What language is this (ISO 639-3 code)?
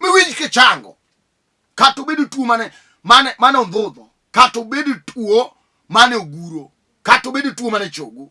luo